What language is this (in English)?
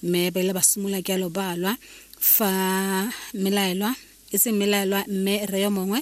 Tswana